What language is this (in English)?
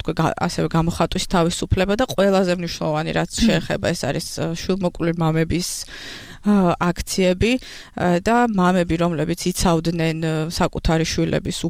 Georgian